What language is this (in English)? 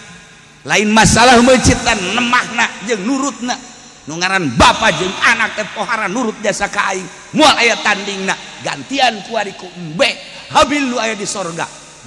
Sundanese